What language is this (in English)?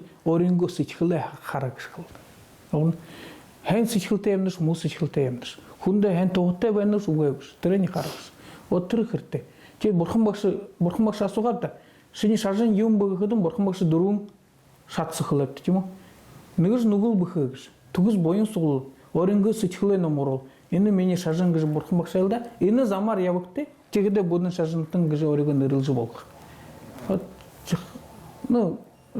Buriat